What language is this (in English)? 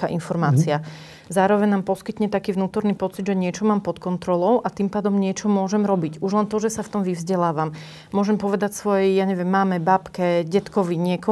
Slovak